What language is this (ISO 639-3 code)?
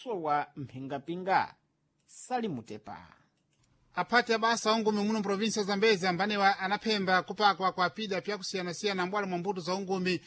seh